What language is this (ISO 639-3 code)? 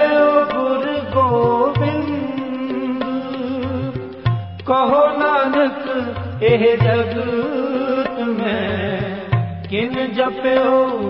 pan